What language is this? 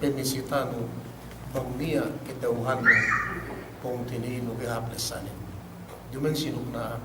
Yakan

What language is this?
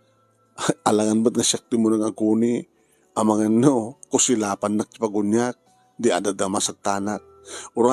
Iloko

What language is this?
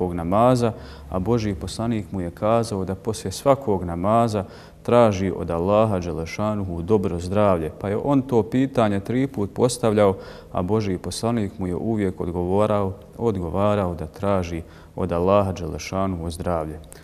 Bosnian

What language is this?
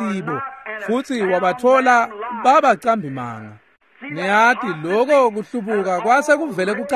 Swati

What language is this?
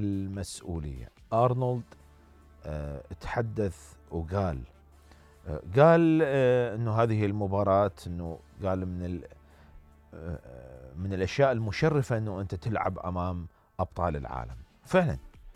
Mesopotamian Arabic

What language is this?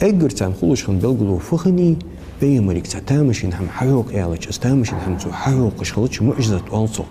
Ingush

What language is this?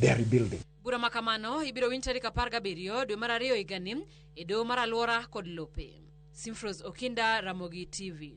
Luo (Kenya and Tanzania)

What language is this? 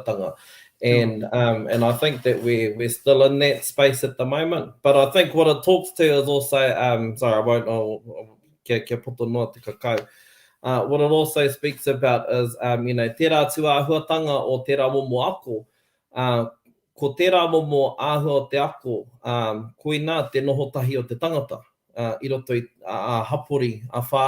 Māori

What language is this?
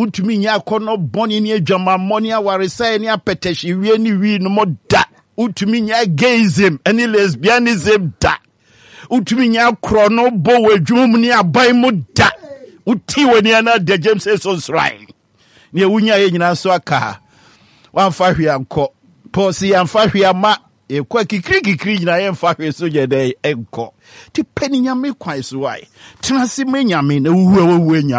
Akan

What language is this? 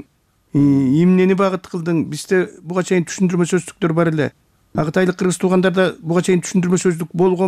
Kyrgyz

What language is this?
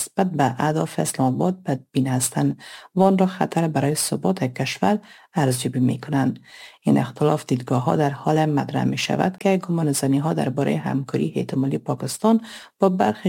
Persian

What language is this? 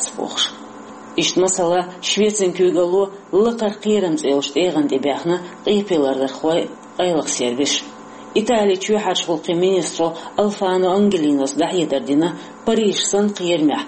Chechen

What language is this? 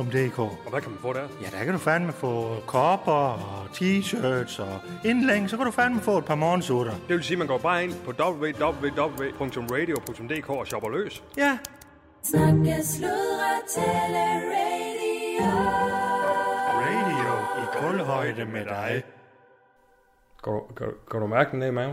Danish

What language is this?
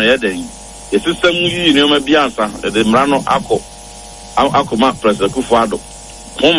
Akan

